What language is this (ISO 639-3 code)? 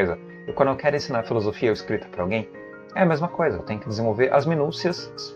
por